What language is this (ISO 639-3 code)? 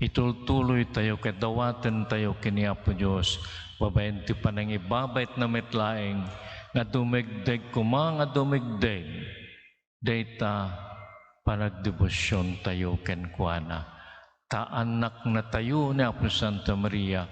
ilo